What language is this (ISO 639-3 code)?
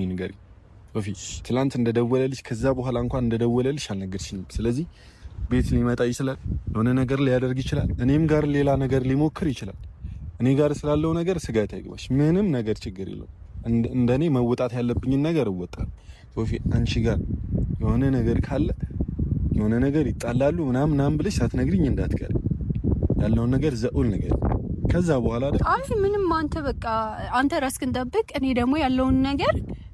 amh